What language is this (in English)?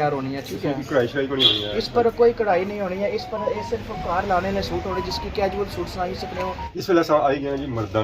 Pahari-Potwari